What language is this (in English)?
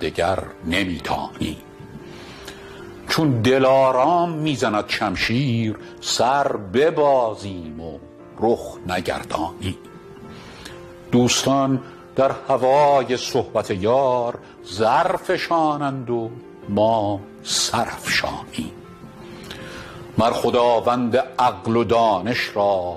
Persian